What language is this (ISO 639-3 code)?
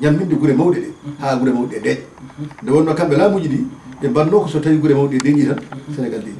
ful